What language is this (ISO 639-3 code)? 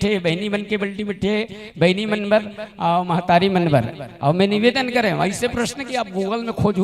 hne